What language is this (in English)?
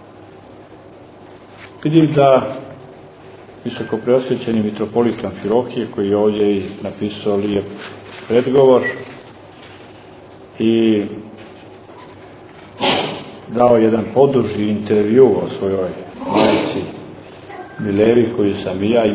Serbian